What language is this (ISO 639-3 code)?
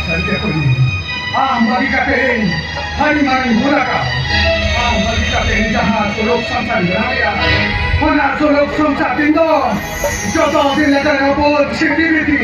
sat